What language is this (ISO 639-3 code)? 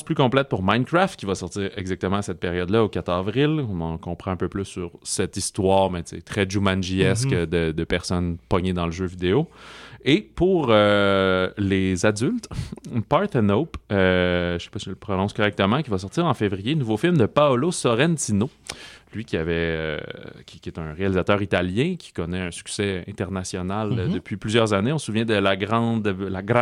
fra